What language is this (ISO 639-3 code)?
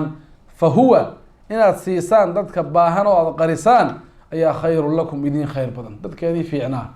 som